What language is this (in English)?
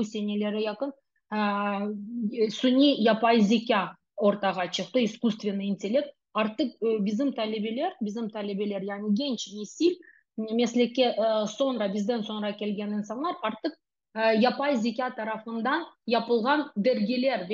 Crimean Tatar